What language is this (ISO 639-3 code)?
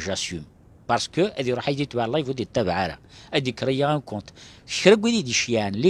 kab